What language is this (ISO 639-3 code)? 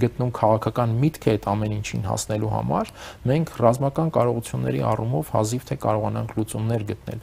hye